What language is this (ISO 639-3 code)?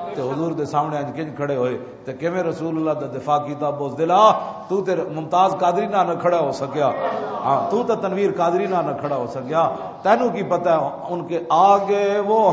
lah